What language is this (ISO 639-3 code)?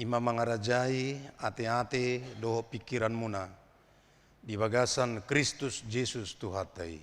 bbc